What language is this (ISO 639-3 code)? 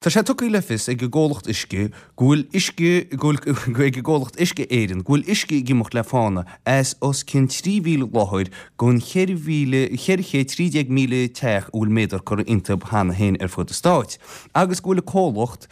gle